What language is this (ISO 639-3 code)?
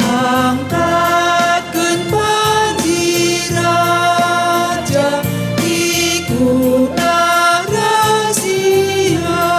btx